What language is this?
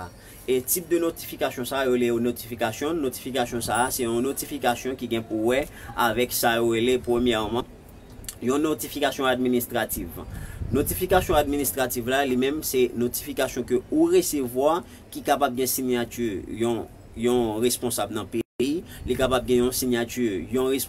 Haitian Creole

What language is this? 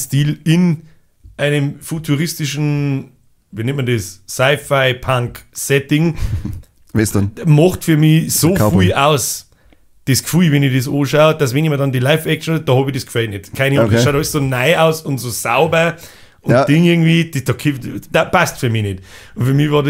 Bavarian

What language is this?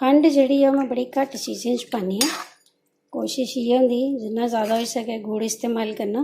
Dogri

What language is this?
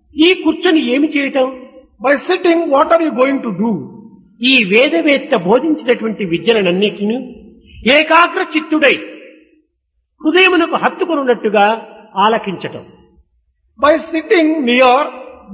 Telugu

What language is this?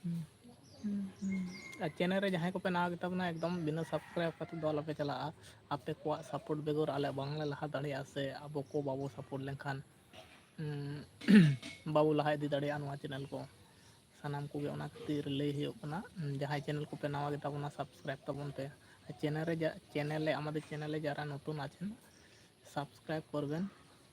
Santali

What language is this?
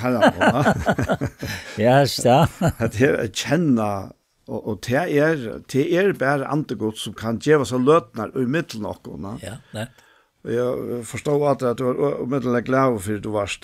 Faroese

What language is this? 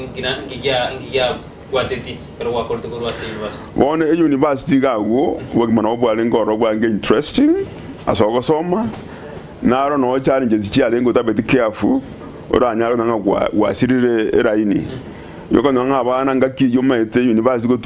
Gusii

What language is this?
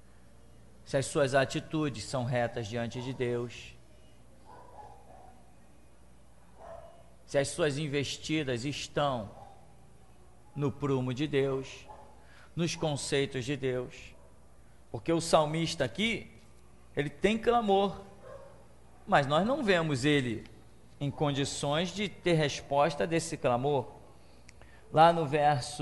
Portuguese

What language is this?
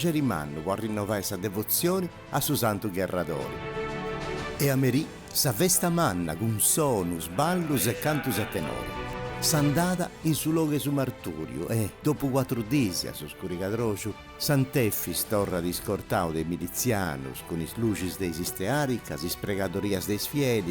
Sardinian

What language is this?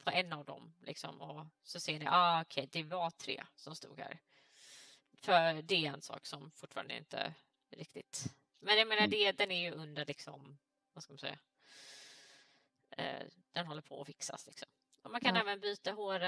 Swedish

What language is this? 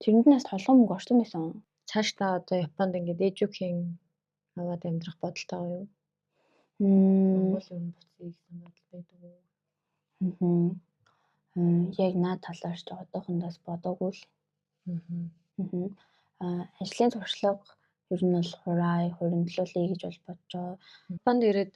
Mongolian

